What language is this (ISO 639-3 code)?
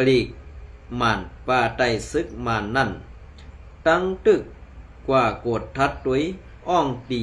shn